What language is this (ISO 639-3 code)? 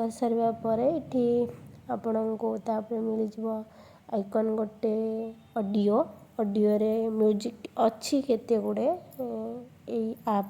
ori